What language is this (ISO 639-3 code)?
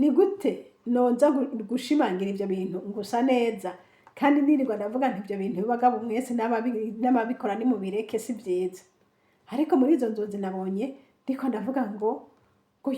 run